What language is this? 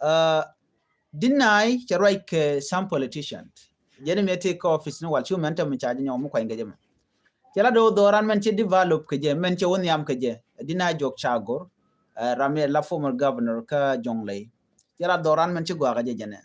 Nuer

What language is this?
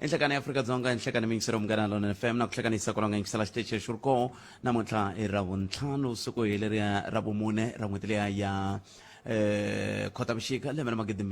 Tsonga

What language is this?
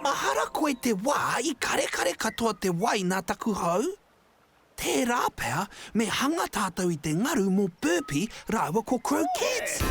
Māori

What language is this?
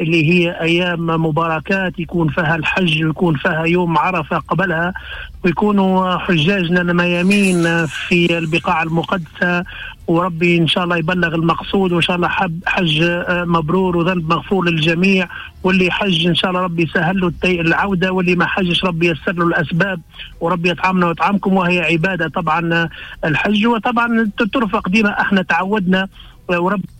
Tunisian Arabic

